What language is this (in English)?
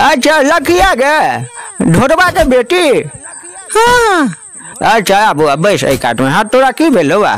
Maithili